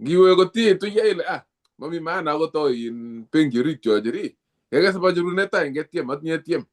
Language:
Kalenjin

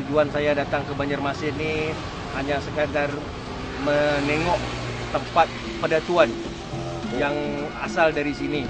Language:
Banjar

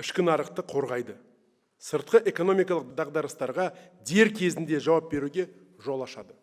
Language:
Kazakh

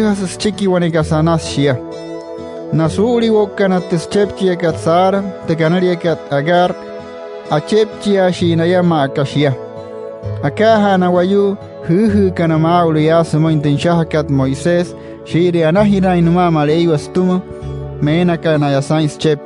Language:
Wayuu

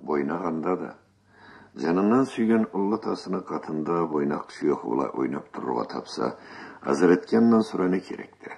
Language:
Karachay-Balkar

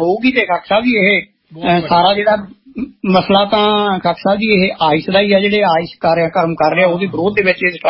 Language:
Punjabi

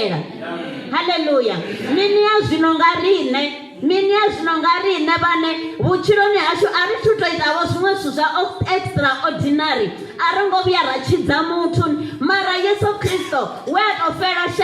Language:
Venda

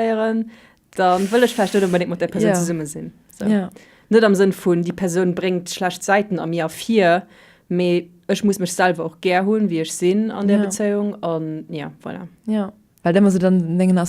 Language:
Luxembourgish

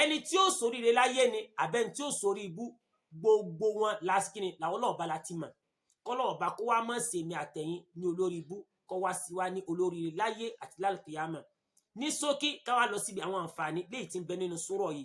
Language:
Yoruba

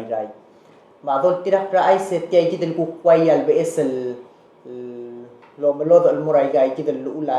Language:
Palauan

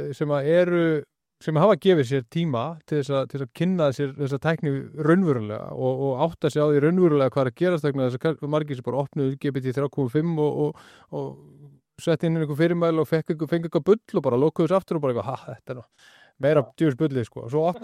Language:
Icelandic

